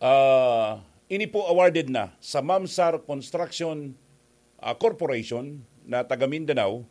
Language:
Bikol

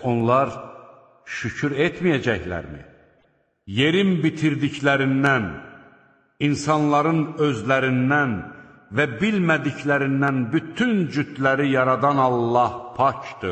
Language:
Azerbaijani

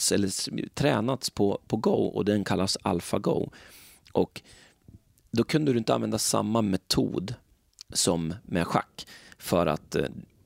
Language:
Swedish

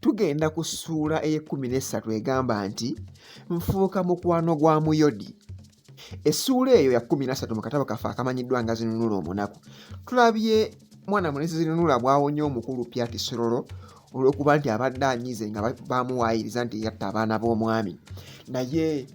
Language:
Ganda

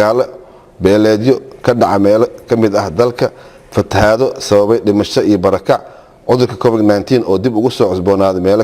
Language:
Somali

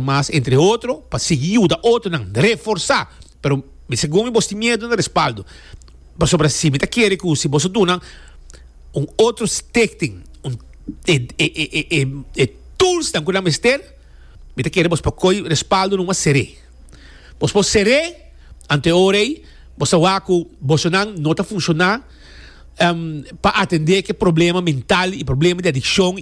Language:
Papiamento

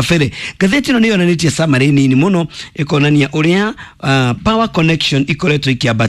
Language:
Kikuyu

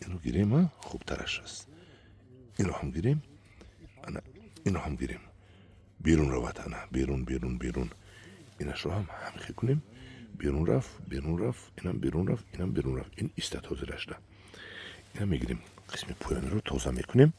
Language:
Tajik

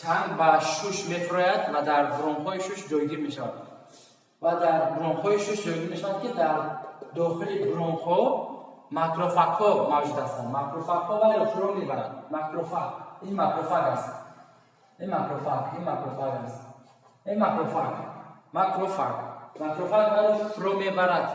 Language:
Tajik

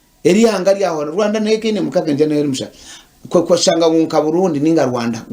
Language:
Nyankole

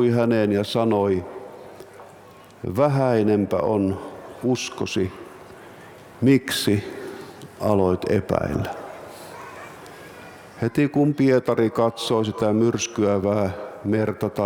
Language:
Finnish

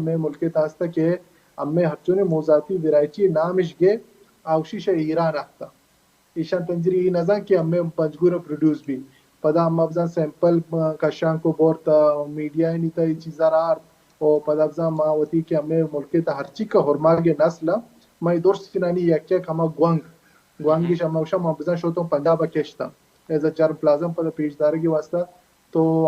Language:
Baluchi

